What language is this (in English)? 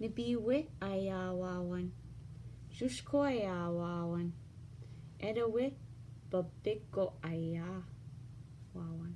Ojibwa